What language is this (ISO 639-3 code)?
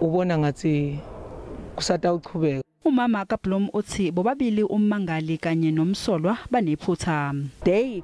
zul